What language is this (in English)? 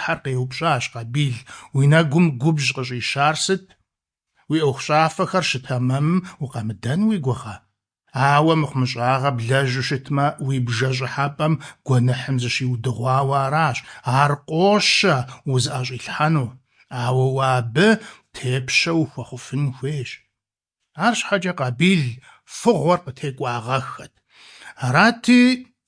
Kabardian